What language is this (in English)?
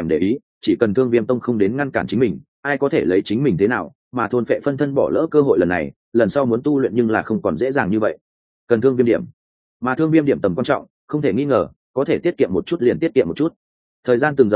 Vietnamese